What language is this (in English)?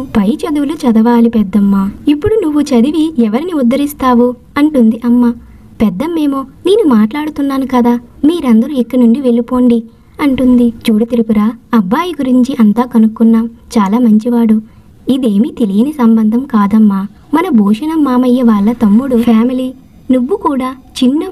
Telugu